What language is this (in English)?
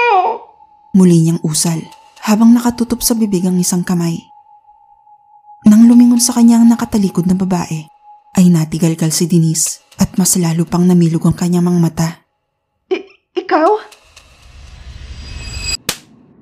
Filipino